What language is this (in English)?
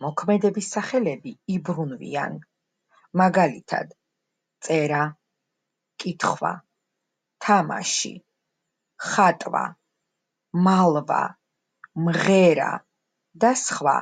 Georgian